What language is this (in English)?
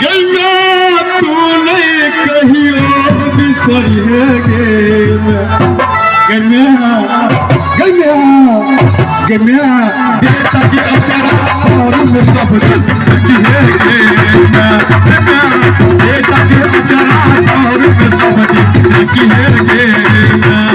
Maithili